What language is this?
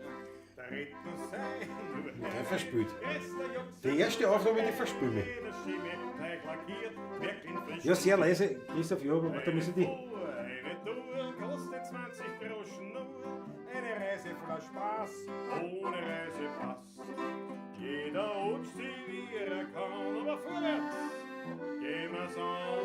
Bavarian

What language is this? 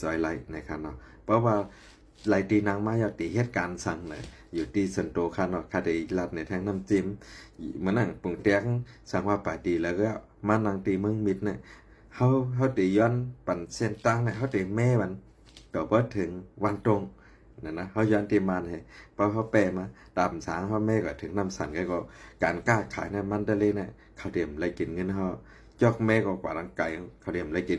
Shan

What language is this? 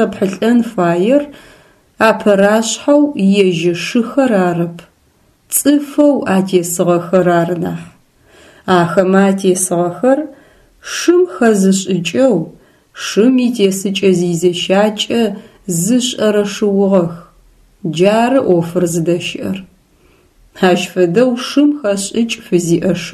Adyghe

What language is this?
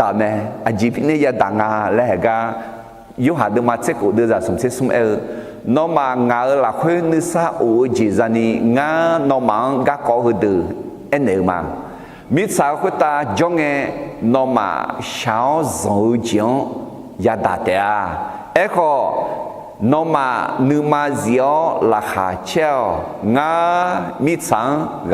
Akha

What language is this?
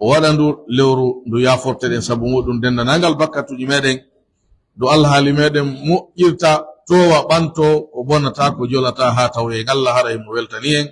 Pular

